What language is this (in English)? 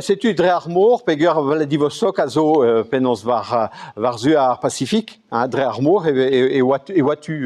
Breton